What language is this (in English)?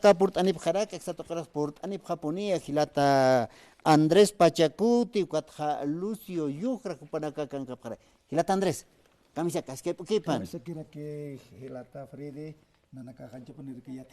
Aymara